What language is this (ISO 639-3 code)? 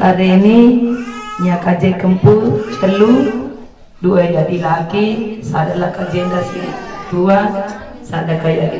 btx